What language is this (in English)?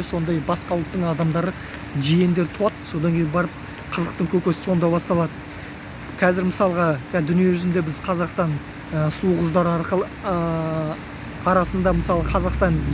Kazakh